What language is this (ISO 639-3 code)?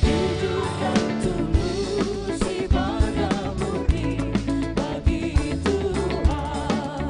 abs